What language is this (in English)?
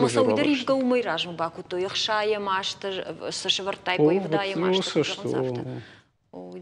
Ossetic